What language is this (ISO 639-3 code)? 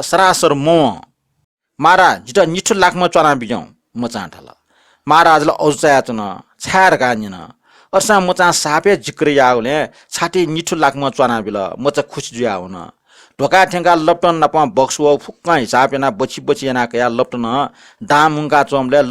new